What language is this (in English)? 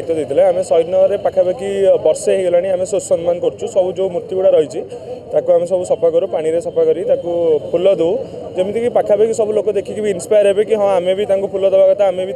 Odia